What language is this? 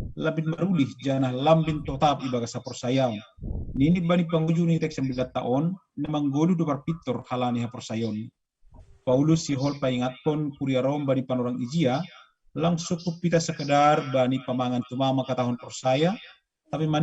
Batak Simalungun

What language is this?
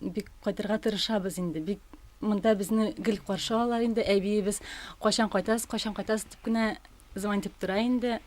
Tatar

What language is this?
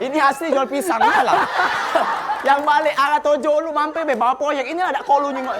Musi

